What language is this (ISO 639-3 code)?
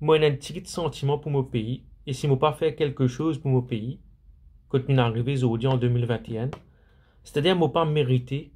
mfe